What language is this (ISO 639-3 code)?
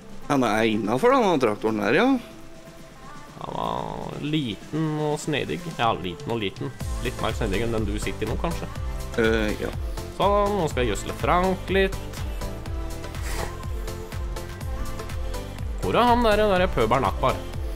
nor